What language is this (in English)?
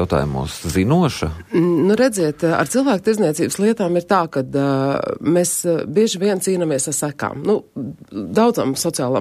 Latvian